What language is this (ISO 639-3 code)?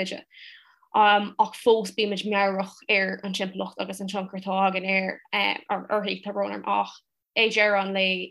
gle